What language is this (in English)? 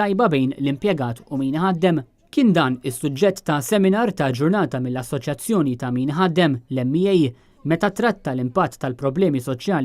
Maltese